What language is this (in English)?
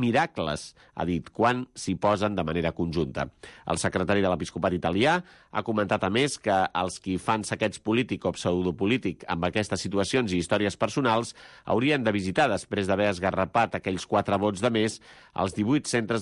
Catalan